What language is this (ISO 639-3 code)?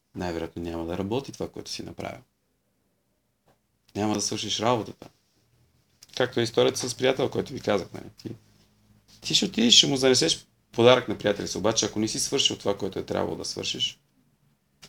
bul